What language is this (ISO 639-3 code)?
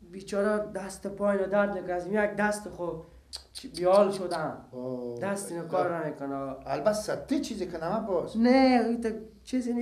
fas